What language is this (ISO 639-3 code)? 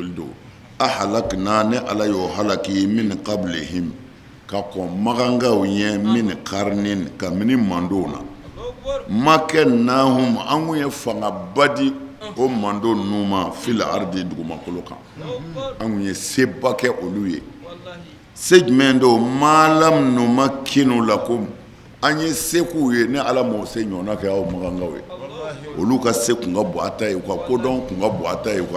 bam